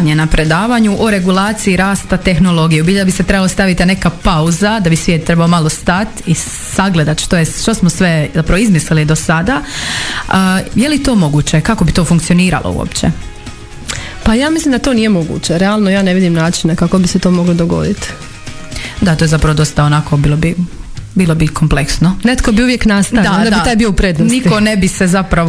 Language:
Croatian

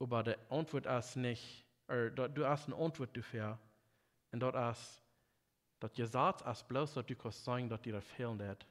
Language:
Plautdietsch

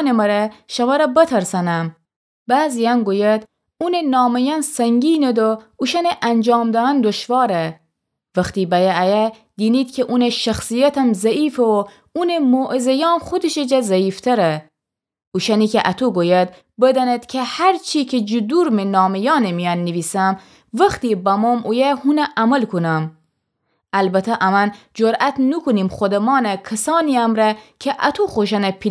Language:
Gilaki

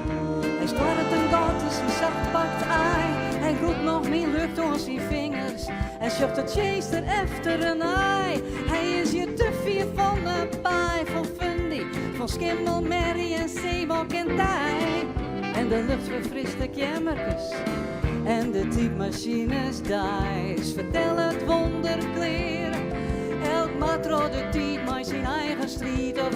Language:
Western Frisian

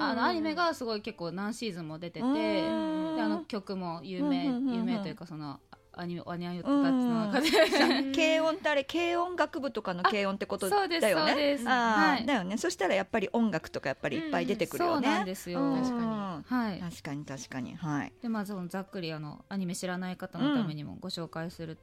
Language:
Japanese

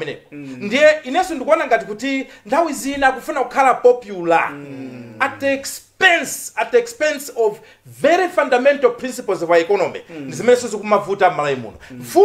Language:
Nyanja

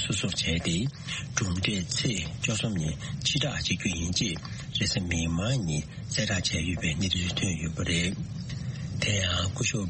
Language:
Tibetan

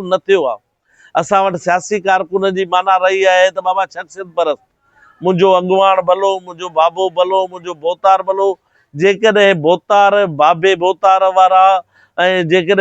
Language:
Sindhi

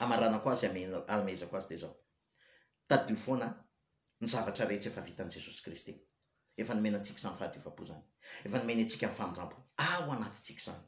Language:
Malagasy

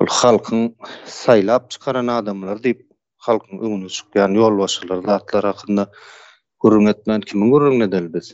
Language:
Turkmen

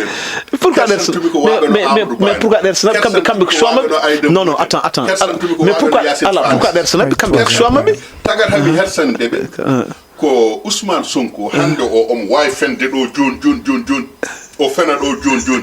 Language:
Fula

